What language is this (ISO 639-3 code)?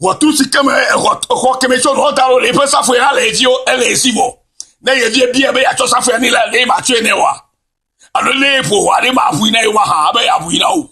ewe